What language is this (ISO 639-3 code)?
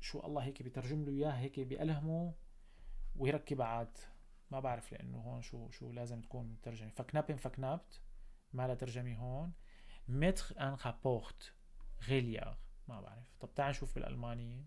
apc